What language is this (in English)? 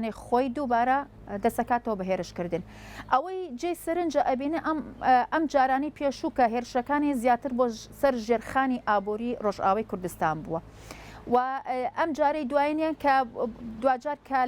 Central Kurdish